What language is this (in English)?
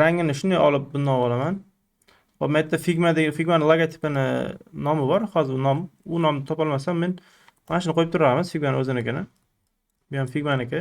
Uzbek